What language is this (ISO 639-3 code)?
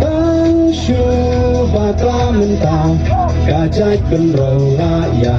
kha